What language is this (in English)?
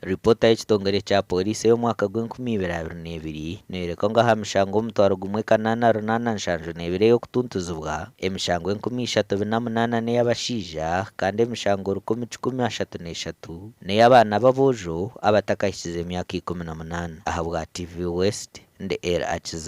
Nyankole